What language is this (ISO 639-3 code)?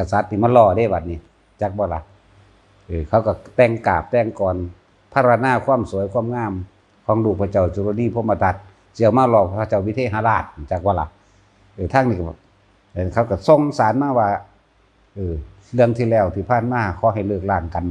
tts